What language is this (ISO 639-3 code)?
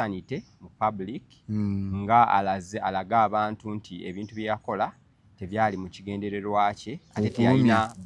lug